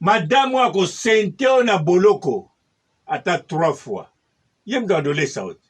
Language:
Lingala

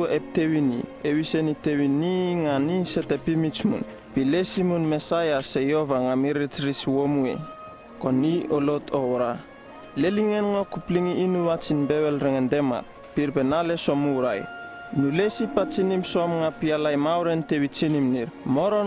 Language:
Uripiv-Wala-Rano-Atchin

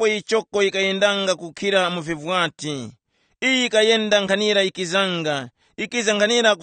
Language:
Tumbuka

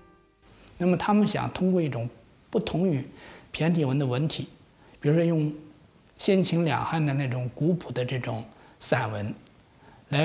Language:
Chinese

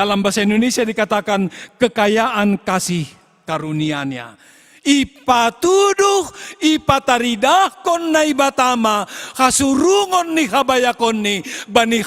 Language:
Batak Simalungun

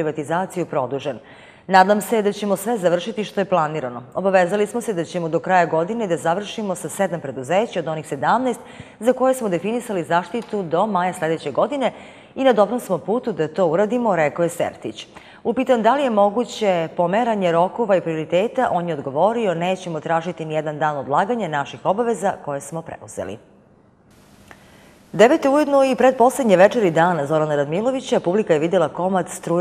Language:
Serbian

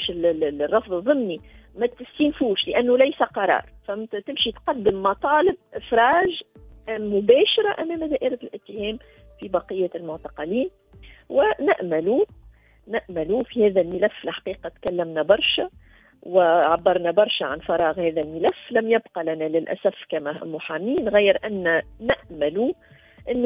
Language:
Tunisian Arabic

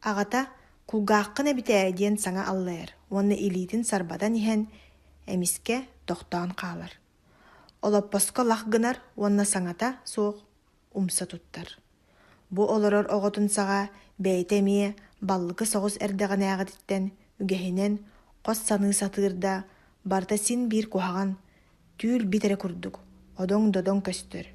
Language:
Yakut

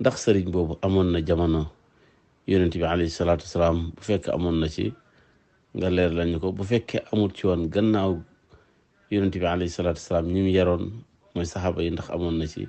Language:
Wolof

